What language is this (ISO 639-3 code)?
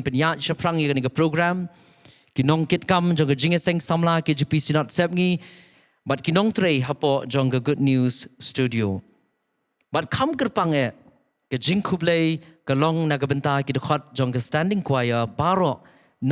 kha